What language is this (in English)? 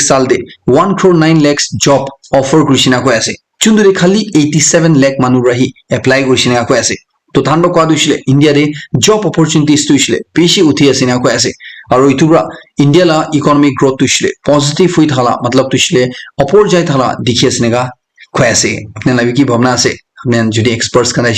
Naga Pidgin